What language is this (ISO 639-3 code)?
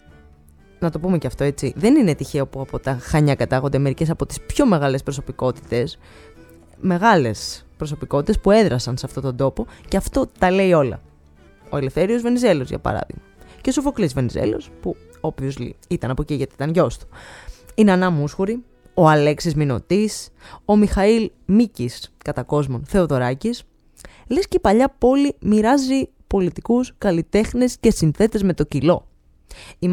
ell